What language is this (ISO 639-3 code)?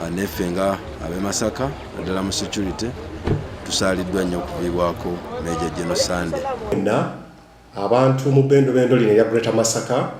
lug